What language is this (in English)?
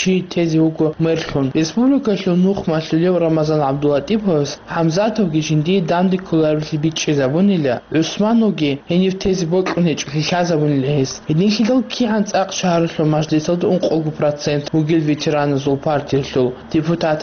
Avaric